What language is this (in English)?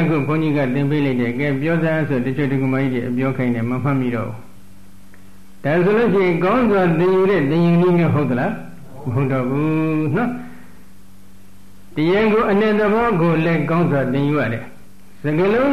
Burmese